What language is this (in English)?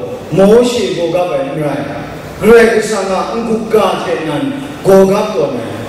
Kachin